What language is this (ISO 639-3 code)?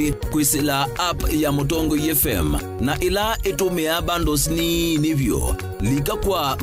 kam